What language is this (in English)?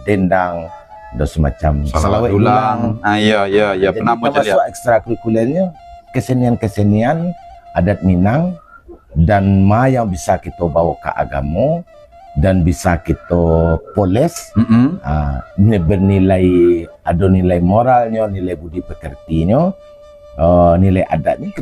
Minangkabau